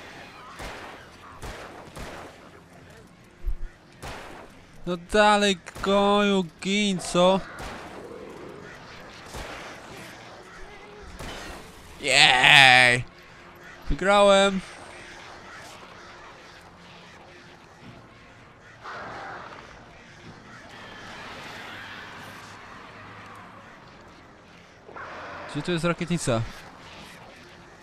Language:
Polish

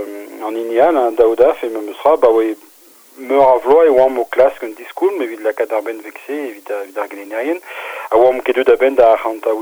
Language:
Breton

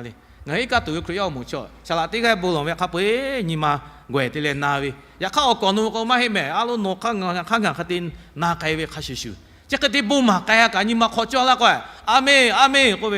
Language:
Lahu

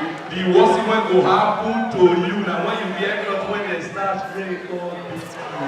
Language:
Nigerian Pidgin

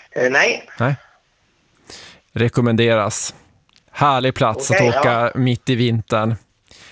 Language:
Swedish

